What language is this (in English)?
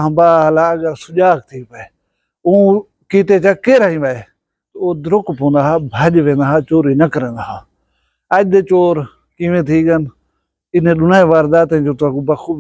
Saraiki